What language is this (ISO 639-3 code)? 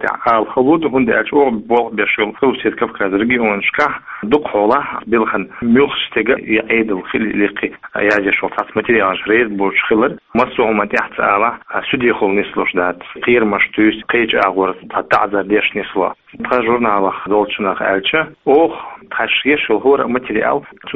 che